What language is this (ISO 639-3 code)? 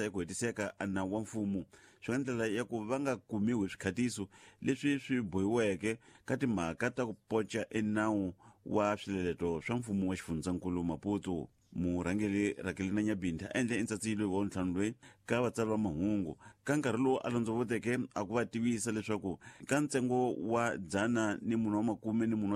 tso